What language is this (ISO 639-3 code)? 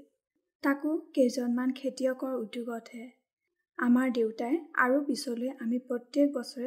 asm